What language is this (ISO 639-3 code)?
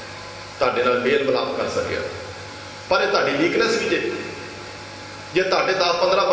pan